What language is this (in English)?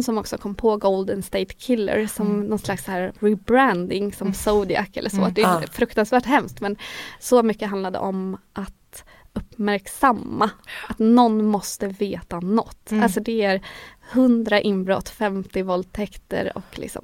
Swedish